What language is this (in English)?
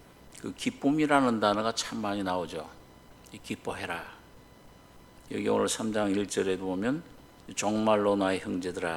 Korean